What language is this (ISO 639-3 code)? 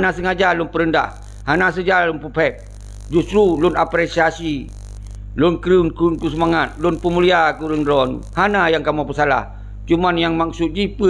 ace